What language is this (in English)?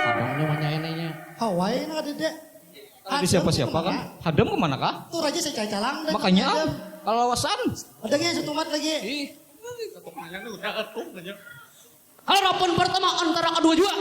Banjar